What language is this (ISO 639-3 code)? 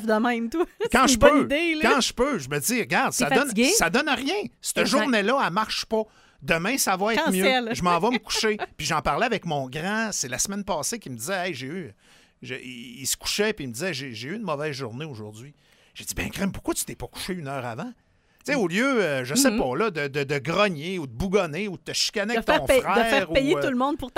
fra